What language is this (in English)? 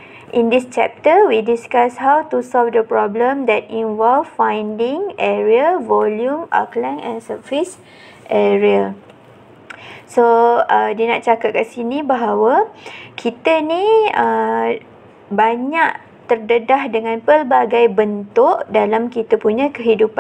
Malay